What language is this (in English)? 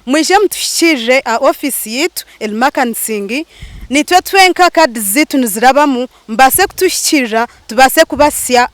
Nyankole